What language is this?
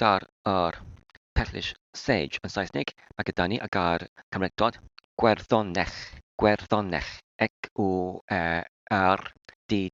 Welsh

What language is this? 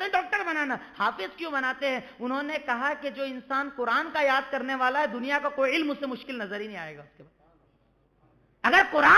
Urdu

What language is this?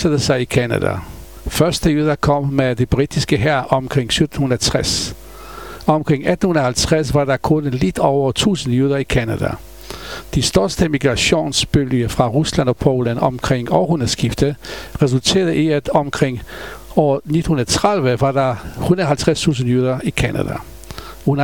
Danish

